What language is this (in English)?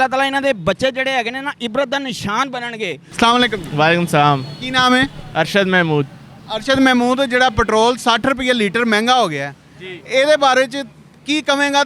Western Panjabi